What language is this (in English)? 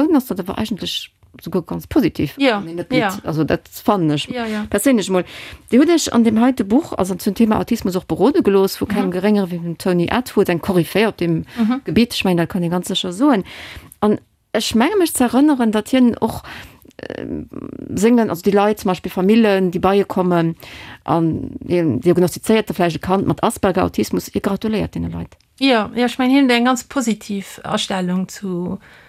Luxembourgish